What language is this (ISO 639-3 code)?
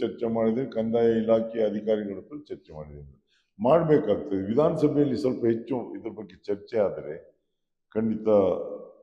kan